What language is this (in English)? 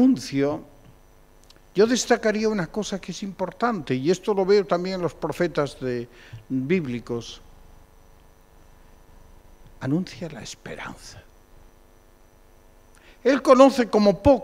Spanish